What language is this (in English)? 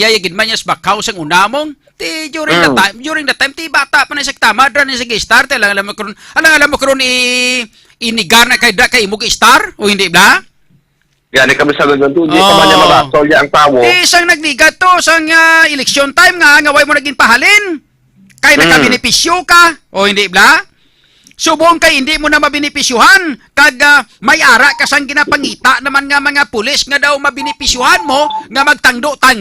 Hiligaynon